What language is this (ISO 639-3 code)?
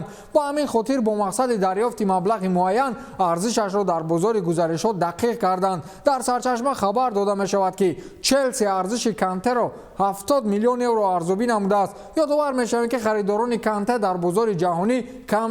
tgk